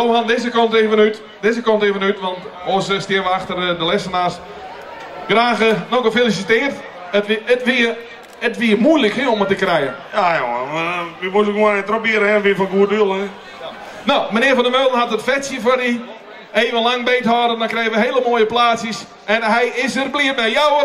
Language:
Western Frisian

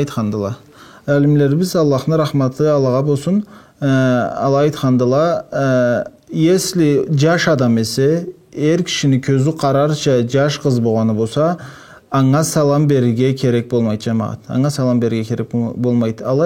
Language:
Karachay-Balkar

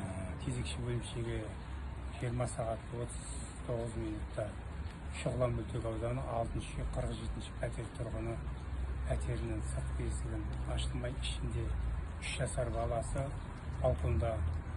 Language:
Kazakh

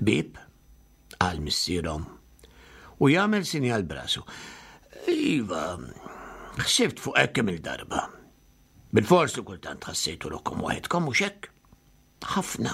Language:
Maltese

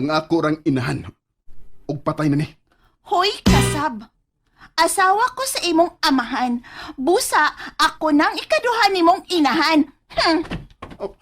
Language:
Cebuano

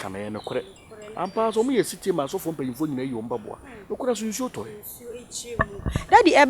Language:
Akan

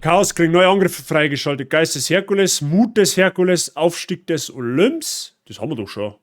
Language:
Bavarian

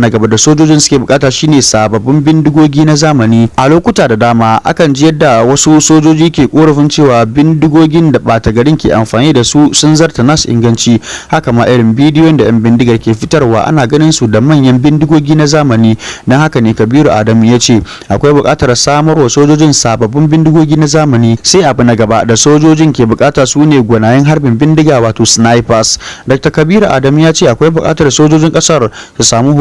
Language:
Hausa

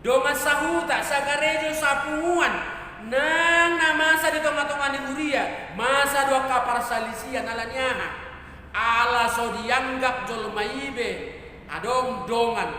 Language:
Batak Toba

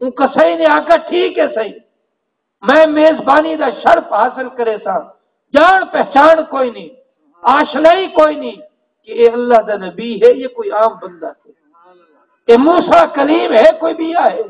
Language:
Saraiki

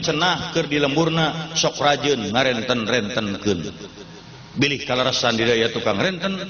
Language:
Sundanese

